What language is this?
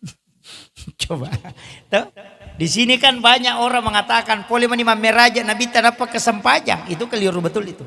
Buginese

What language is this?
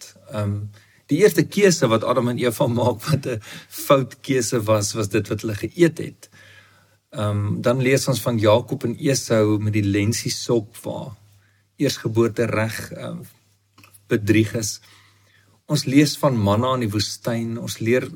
Afrikaans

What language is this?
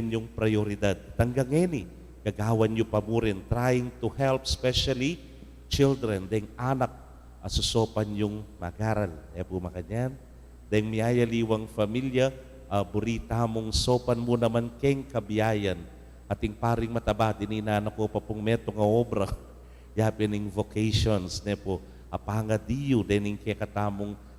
Pampanga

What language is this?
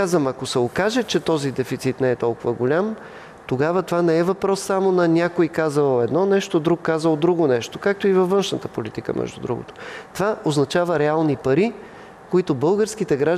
Bulgarian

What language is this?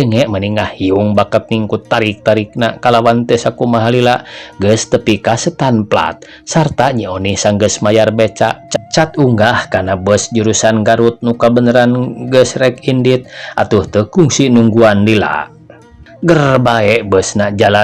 Sundanese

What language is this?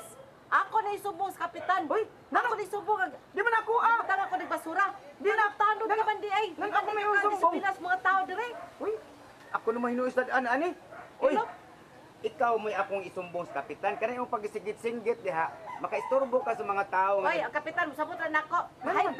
Cebuano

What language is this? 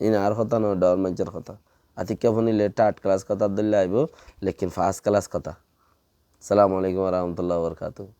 Rohingya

